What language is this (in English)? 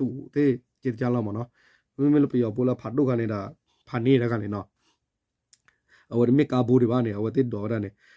S'gaw Karen